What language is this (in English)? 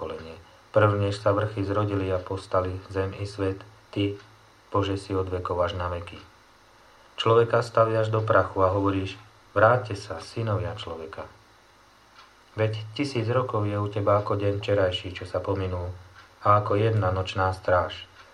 Slovak